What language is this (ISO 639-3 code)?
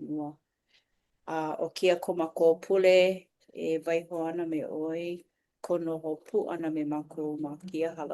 haw